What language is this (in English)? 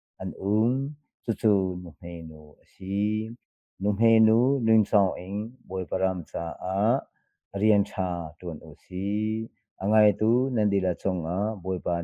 Hakha Chin